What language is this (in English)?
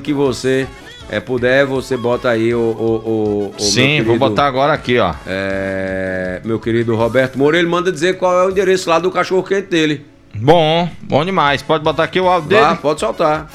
Portuguese